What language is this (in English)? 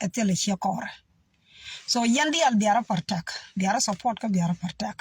Nuer